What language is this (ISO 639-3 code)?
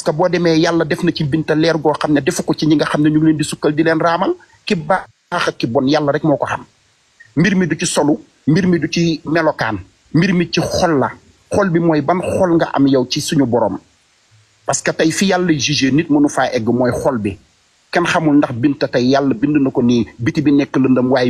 wol